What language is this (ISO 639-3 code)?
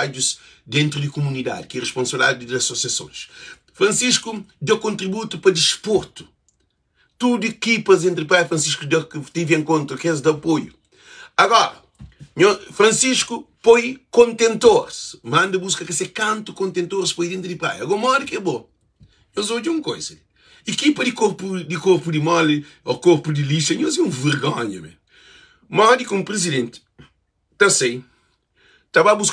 kea